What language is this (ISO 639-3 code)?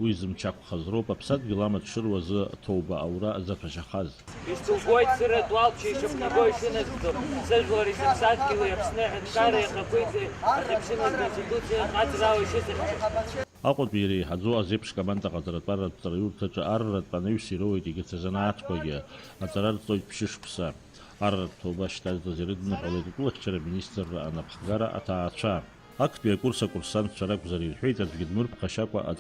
abk